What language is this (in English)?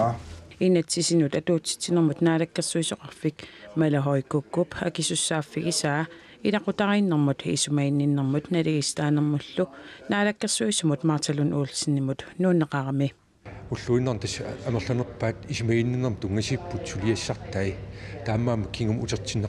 Kalaallisut